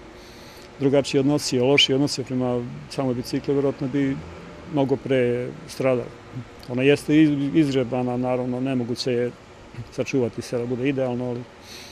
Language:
Serbian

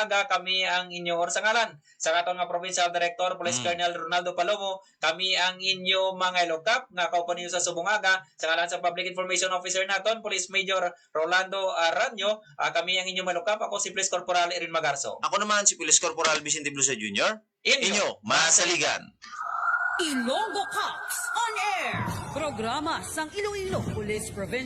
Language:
Hiligaynon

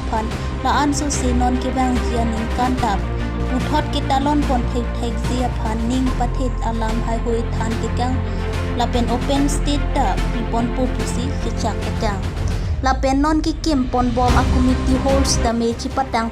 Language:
Karbi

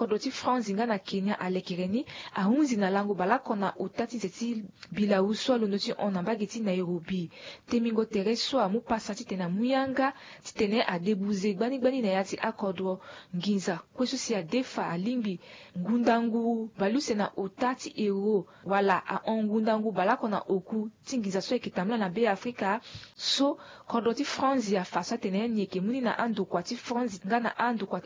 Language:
Sango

